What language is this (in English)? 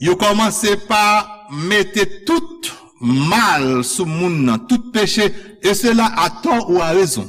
Haitian Creole